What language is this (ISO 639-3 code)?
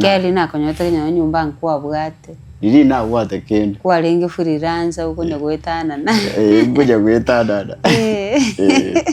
guz